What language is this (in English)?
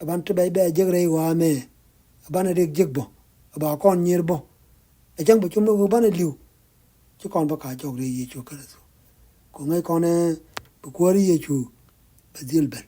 Nuer